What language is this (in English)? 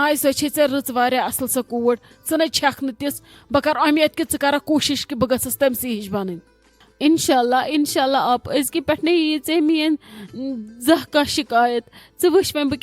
Kashmiri